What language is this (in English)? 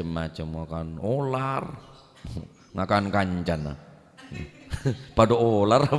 Madurese